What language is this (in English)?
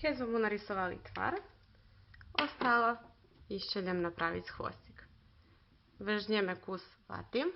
Rusyn